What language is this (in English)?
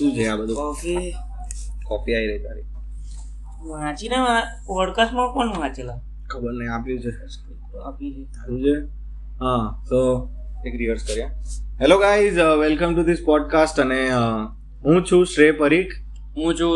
Gujarati